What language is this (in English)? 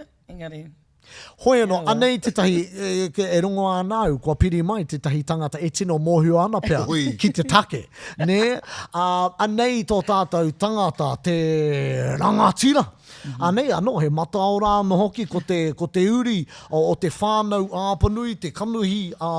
Māori